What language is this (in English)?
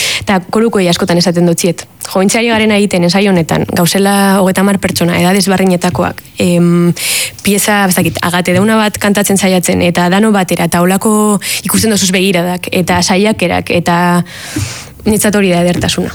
Basque